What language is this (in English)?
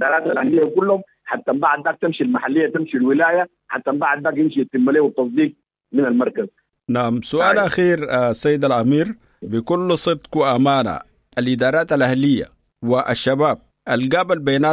Sudanese Arabic